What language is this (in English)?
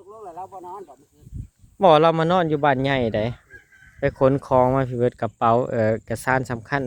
Northeastern Thai